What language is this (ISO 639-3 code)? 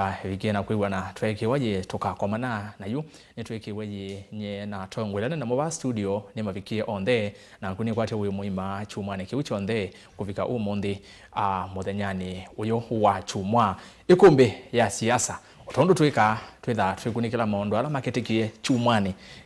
kam